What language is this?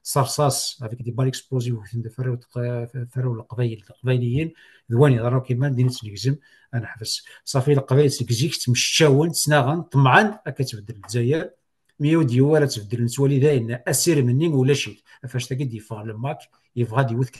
Kabyle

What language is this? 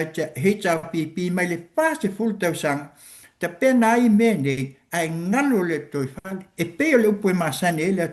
Samoan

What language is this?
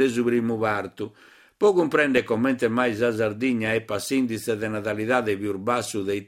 Sardinian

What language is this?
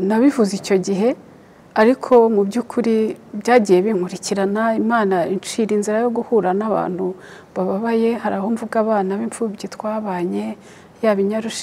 Kinyarwanda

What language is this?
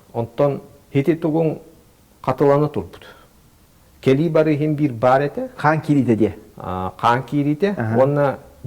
Yakut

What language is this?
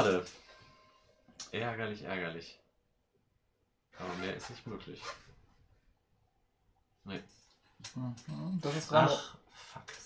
German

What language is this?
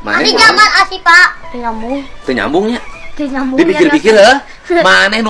Sundanese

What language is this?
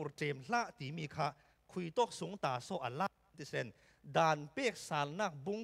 Falam Chin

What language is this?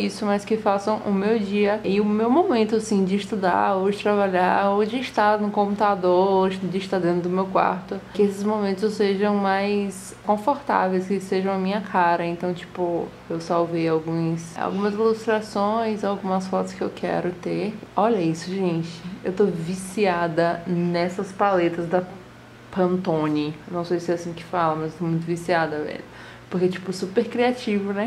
Portuguese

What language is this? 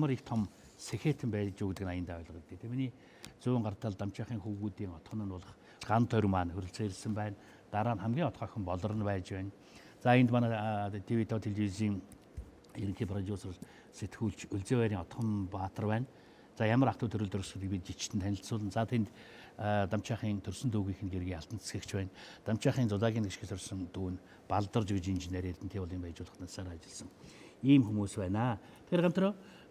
Mongolian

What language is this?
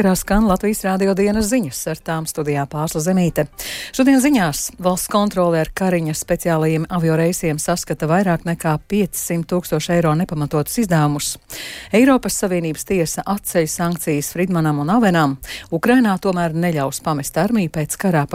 Latvian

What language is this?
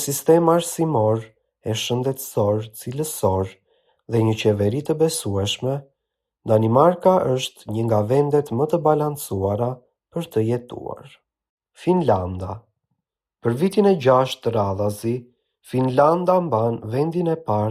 Albanian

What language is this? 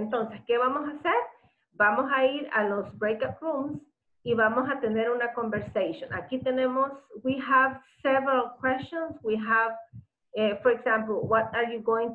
Spanish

